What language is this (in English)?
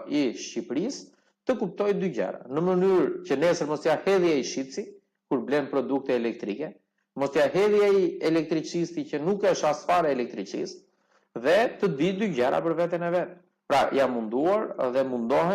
Albanian